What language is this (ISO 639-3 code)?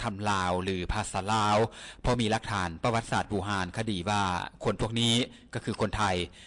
lao